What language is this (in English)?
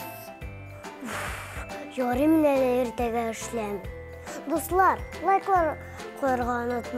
Tatar